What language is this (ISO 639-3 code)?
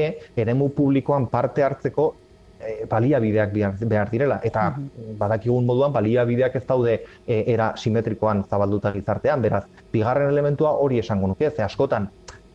eus